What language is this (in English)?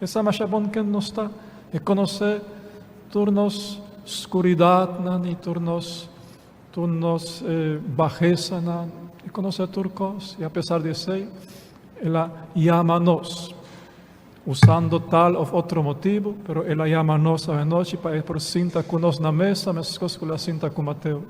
Papiamento